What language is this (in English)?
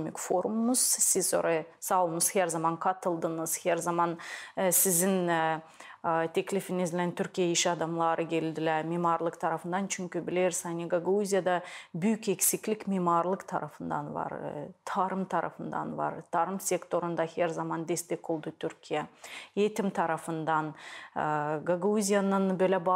Gagauz